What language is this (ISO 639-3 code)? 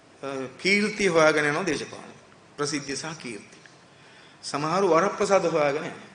sin